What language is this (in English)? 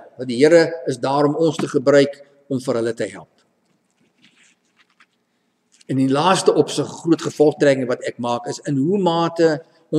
Afrikaans